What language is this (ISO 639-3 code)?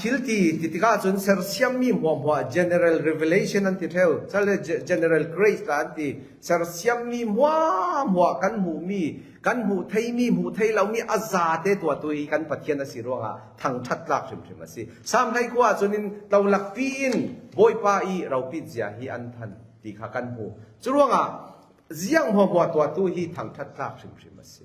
cfm